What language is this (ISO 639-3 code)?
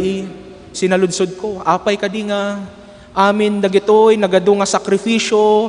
ilo